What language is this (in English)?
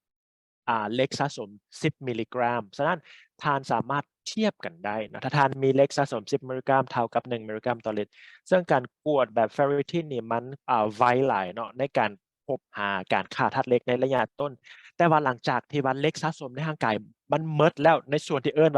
Lao